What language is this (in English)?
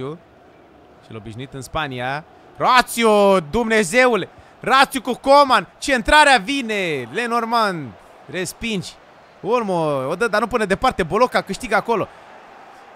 Romanian